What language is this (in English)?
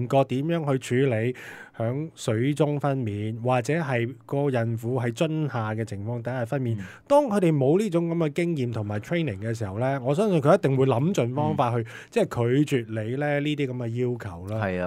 Cantonese